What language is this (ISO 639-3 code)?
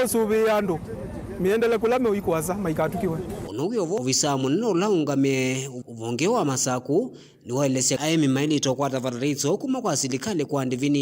kam